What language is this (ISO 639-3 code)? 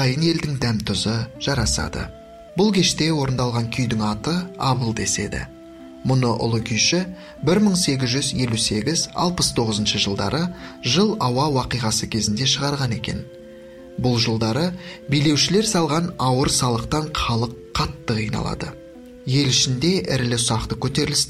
kaz